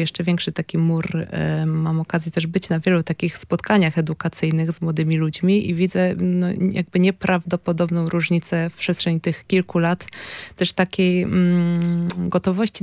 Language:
Polish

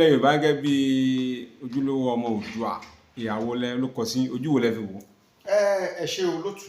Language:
Yoruba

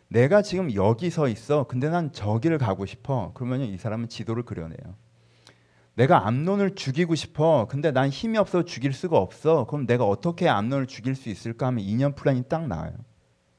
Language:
Korean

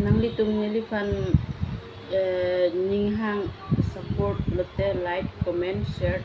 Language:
Karbi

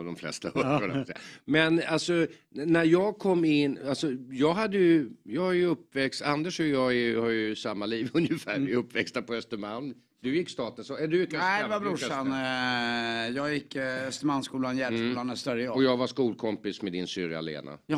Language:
Swedish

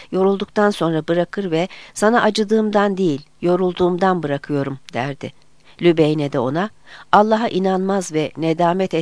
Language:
Turkish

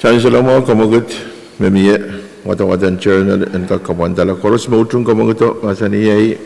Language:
Pohnpeian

